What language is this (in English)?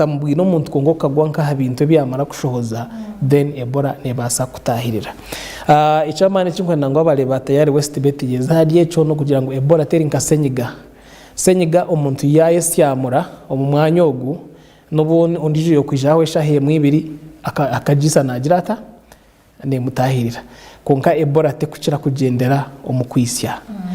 Nyankole